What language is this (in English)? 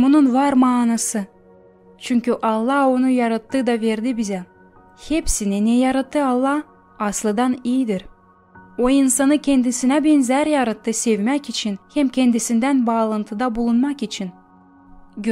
Gagauz